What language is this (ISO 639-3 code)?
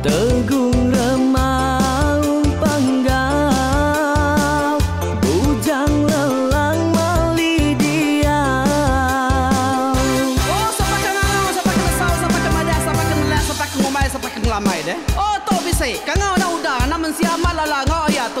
iba